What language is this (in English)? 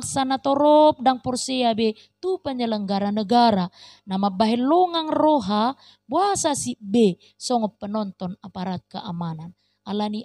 Batak Toba